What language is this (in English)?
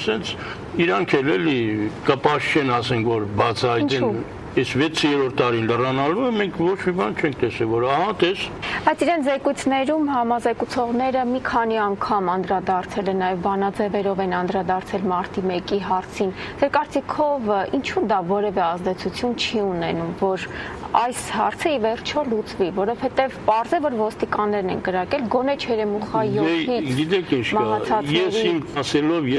Armenian